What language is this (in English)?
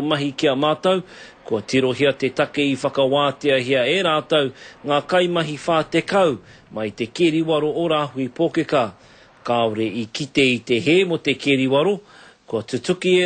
Māori